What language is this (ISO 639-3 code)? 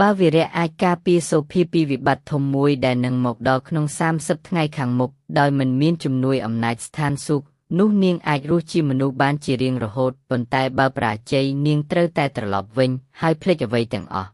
khm